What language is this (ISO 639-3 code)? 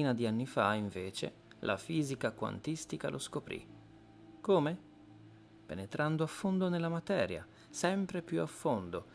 ita